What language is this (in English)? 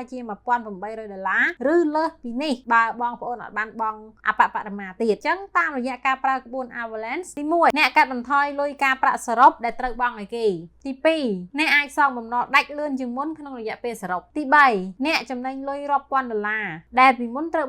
Khmer